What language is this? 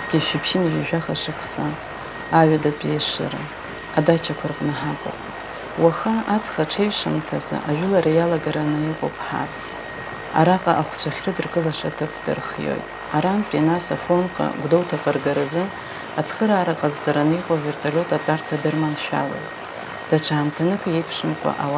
Abkhazian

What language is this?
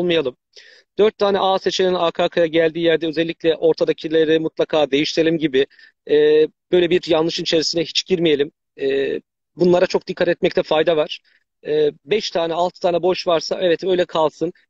Turkish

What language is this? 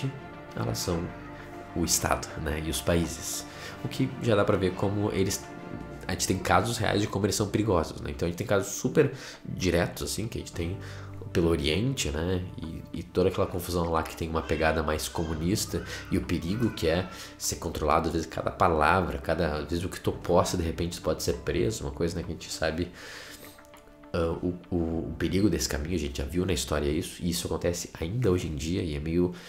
Portuguese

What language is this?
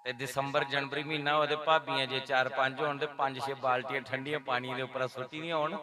Dogri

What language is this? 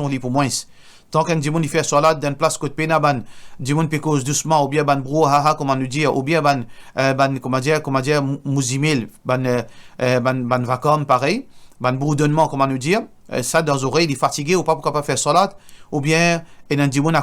Morisyen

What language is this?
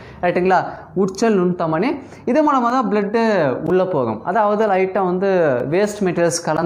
Tamil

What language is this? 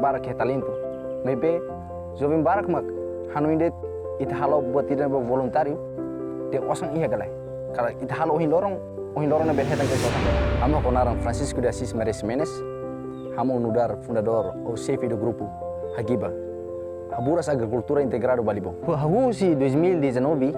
Tetum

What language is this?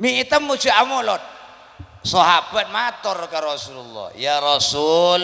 Madurese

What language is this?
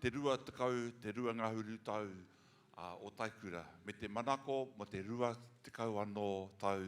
Māori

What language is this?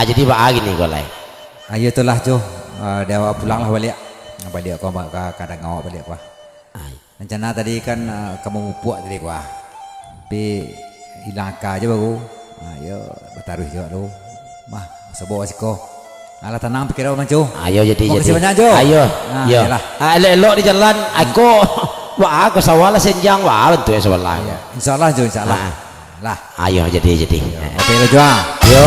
Minangkabau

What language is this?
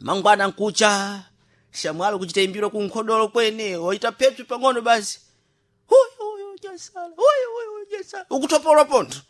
Sena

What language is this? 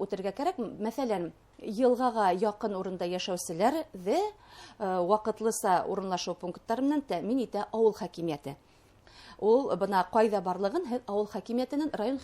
Bashkir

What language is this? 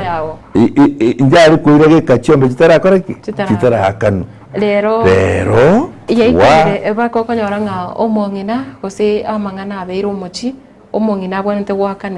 Gusii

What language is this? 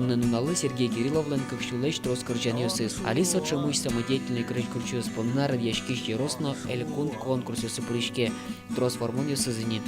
Udmurt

